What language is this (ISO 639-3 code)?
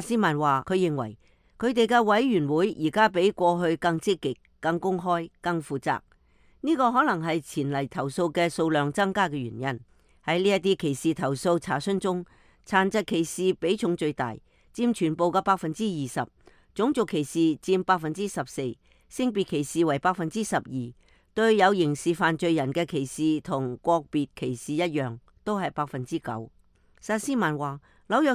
yue